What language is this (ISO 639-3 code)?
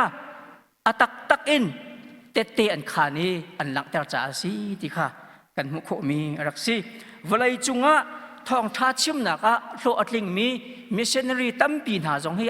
cnh